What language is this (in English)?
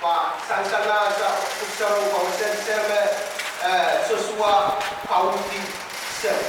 Pohnpeian